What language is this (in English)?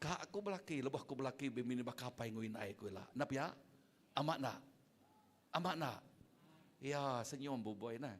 Iban